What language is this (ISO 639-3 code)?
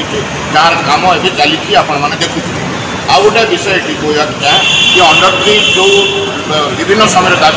ori